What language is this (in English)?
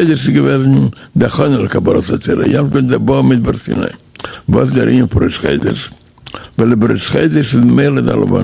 Yiddish